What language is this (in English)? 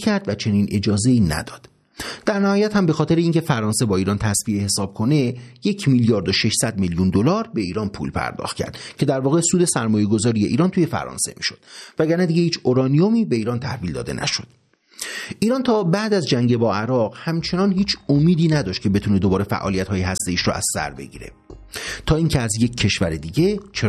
Persian